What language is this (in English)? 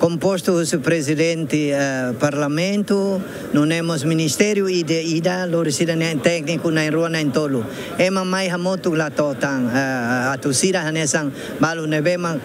Tetum